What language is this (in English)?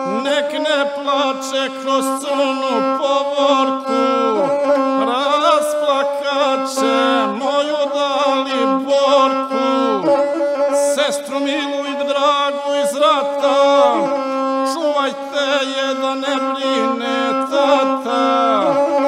Croatian